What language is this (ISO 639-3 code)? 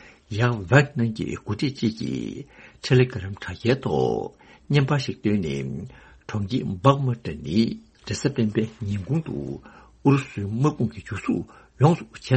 bod